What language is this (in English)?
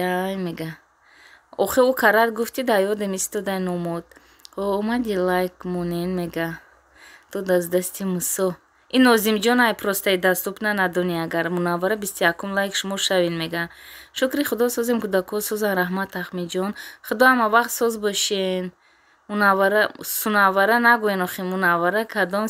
Tajik